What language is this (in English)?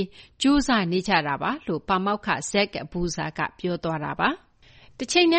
Burmese